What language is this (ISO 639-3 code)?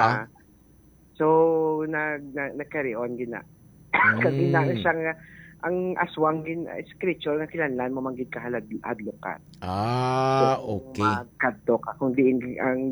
hil